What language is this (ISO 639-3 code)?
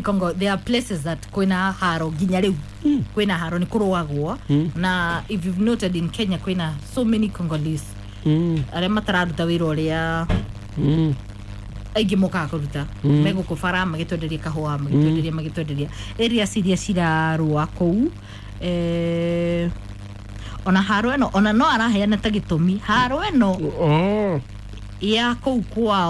kik